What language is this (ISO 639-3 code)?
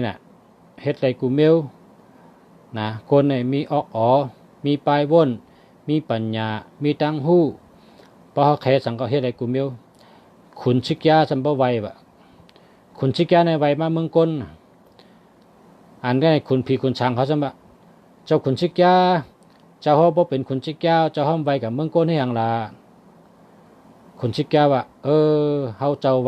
shn